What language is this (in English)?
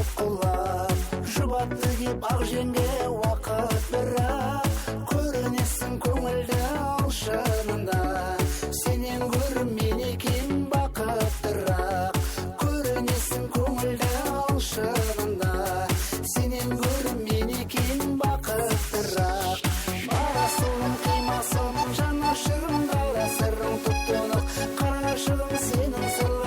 Kara-Kalpak